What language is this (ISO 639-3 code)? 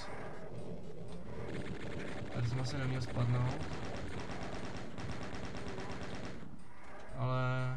ces